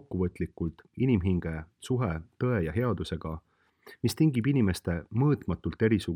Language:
Estonian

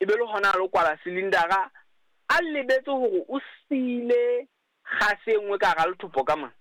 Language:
Southern Sotho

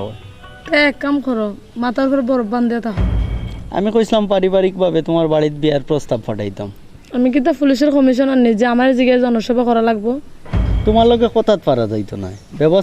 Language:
Sylheti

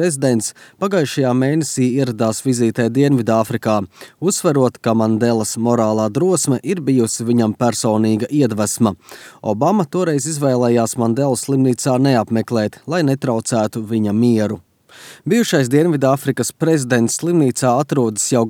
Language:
Latvian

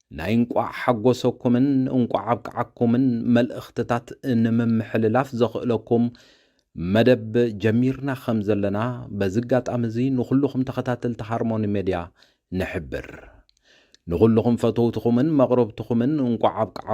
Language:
Tigrinya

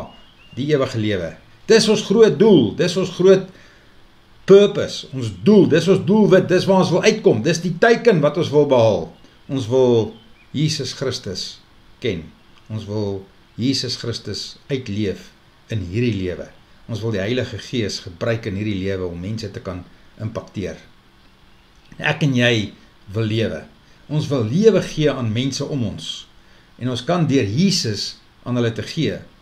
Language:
Afrikaans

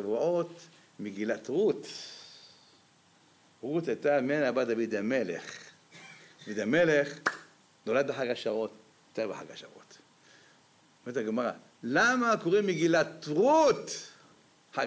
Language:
Hebrew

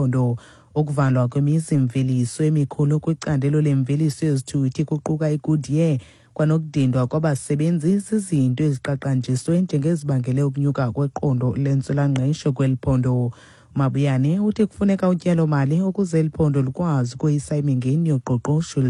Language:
Xhosa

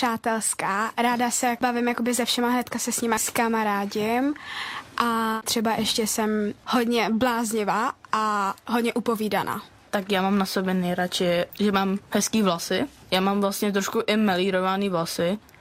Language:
Czech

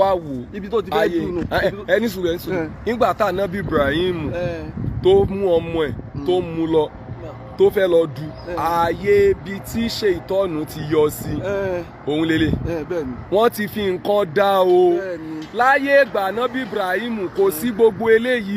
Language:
Yoruba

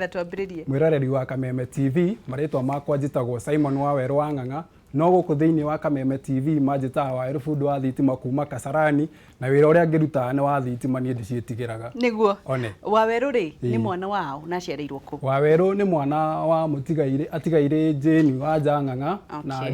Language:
Kikuyu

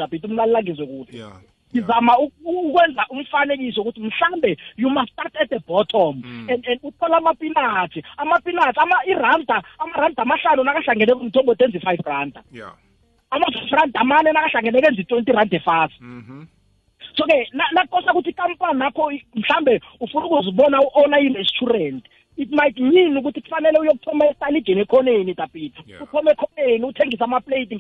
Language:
South Ndebele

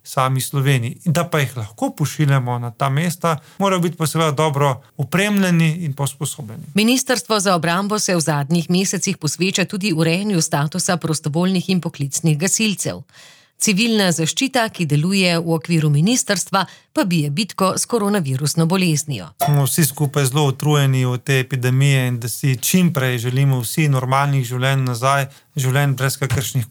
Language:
Slovenian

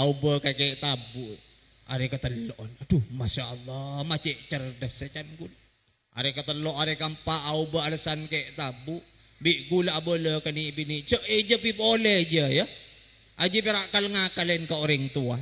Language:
Madurese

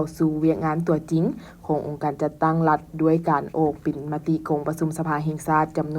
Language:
Lao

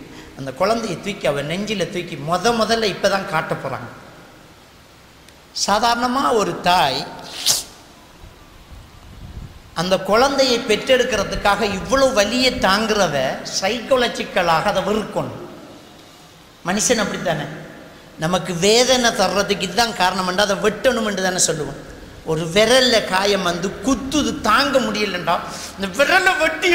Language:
Tamil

